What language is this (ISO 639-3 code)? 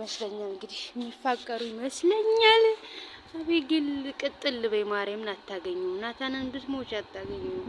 amh